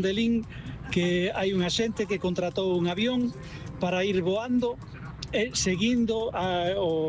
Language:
Galician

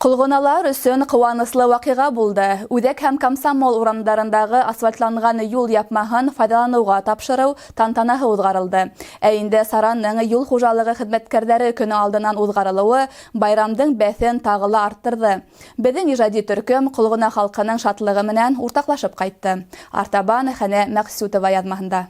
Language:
Bashkir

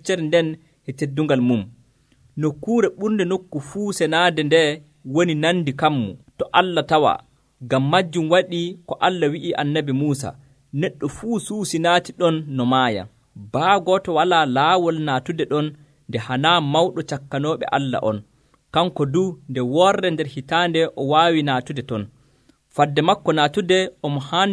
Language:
Nigerian Fulfulde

